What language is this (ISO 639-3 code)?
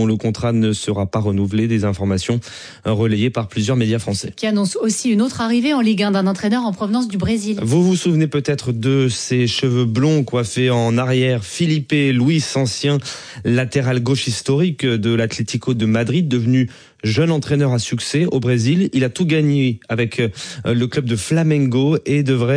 fra